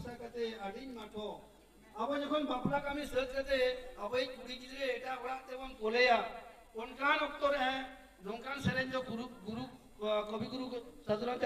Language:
Santali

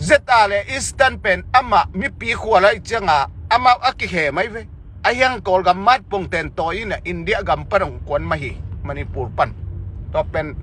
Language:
Tedim Chin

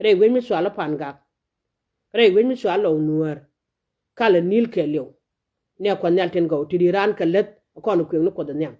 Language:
Nuer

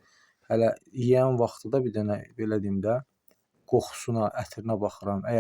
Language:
Azerbaijani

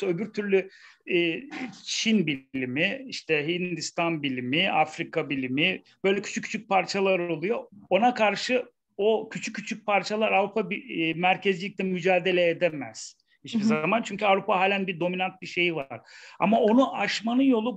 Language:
Turkish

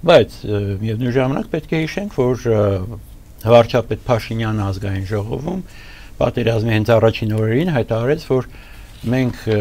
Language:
Armenian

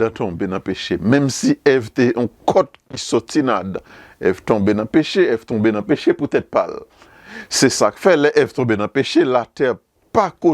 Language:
Haitian Creole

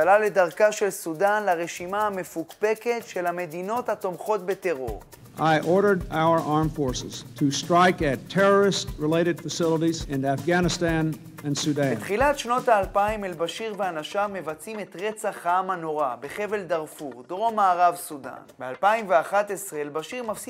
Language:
Hebrew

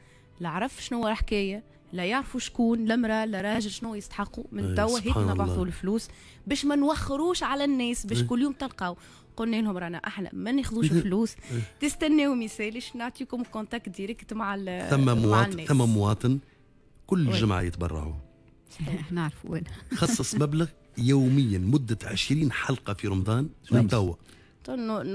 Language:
Tunisian Arabic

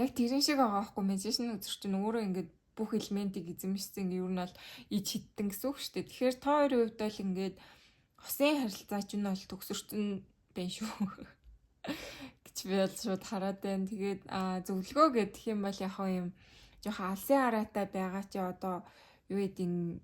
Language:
Mongolian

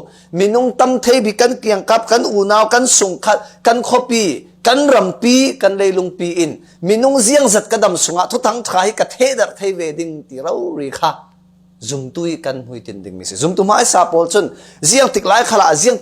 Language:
Falam Chin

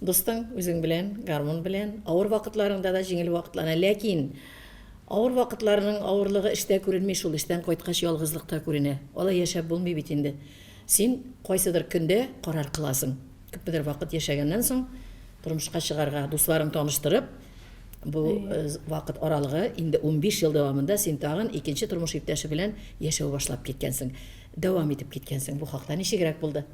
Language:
Tatar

